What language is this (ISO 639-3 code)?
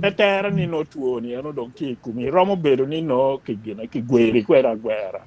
ach